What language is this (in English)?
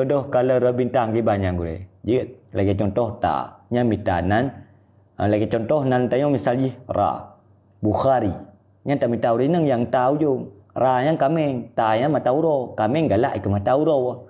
Achinese